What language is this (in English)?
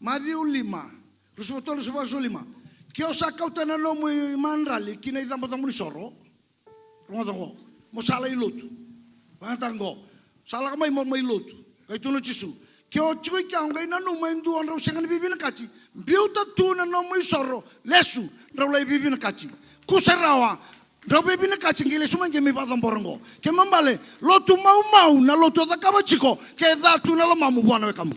Fijian